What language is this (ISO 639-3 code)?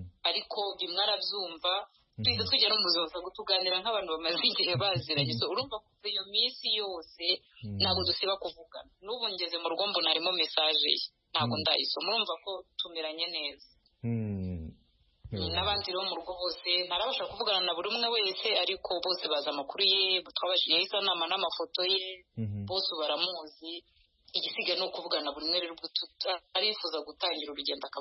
kin